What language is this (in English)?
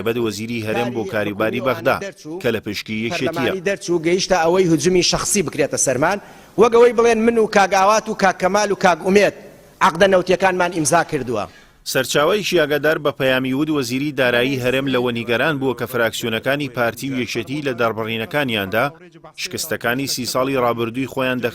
Central Kurdish